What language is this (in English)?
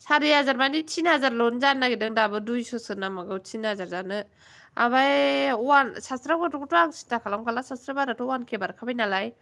Bodo